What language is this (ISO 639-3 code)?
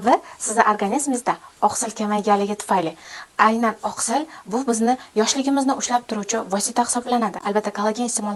uzb